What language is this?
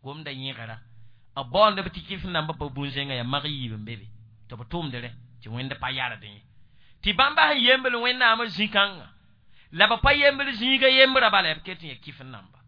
Mossi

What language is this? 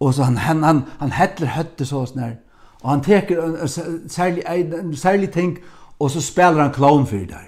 Faroese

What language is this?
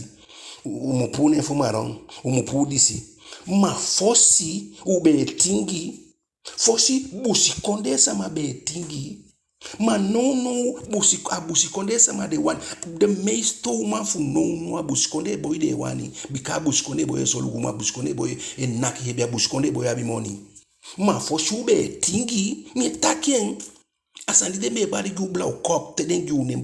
Eastern Maroon Creole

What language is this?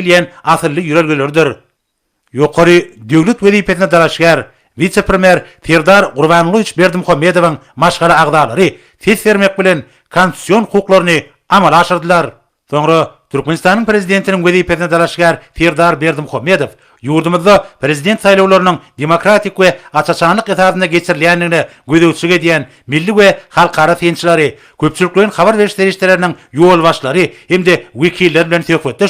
Turkmen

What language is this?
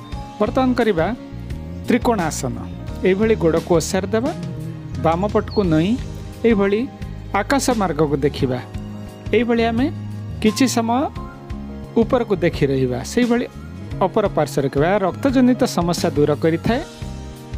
Odia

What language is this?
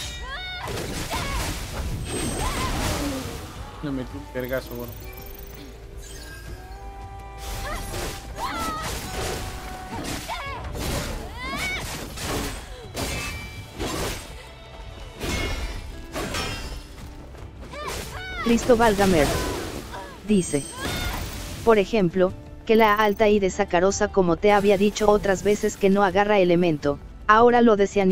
Spanish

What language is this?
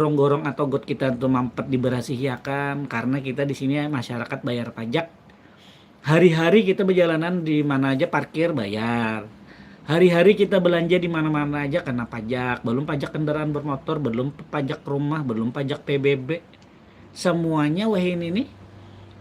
Banjar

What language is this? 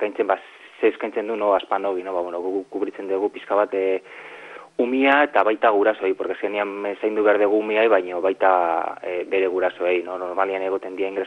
Basque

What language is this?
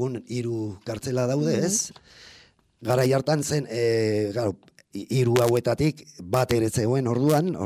Basque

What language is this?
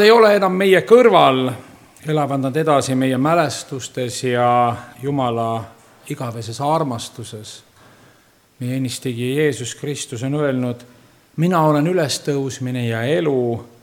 Estonian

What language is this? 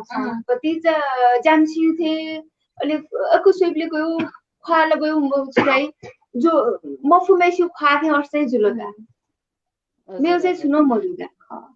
Newari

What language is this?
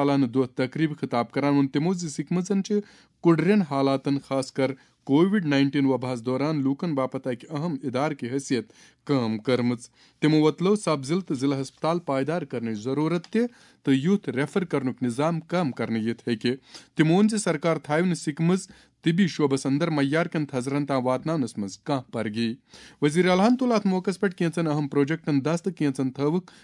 Kashmiri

